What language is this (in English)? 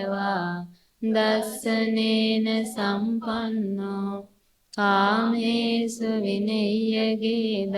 Sinhala